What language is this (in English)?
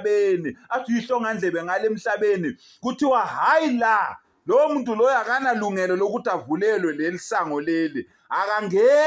Zulu